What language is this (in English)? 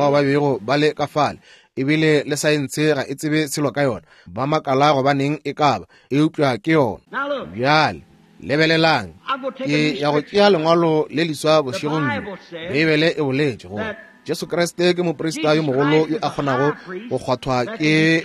Northern Sotho